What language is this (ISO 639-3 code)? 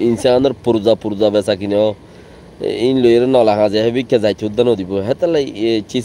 rhg